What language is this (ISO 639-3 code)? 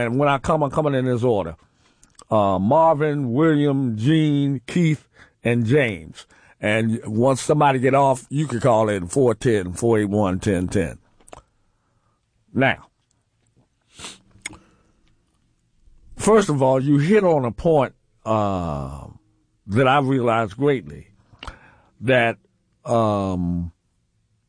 eng